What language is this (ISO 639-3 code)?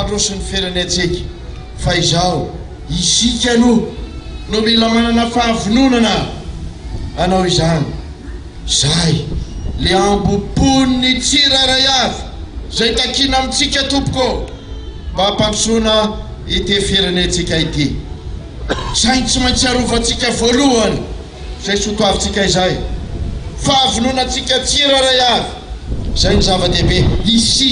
mlg